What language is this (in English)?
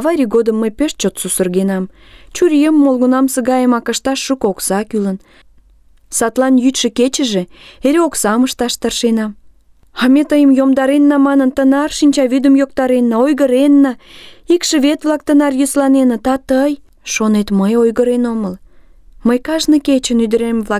Mari